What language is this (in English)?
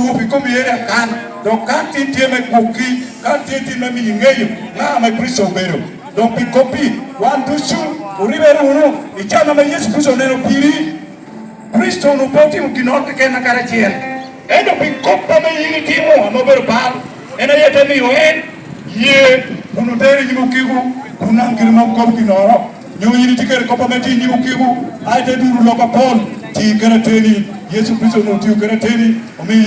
Lango (Uganda)